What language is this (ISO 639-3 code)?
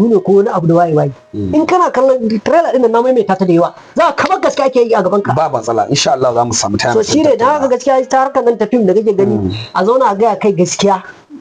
hau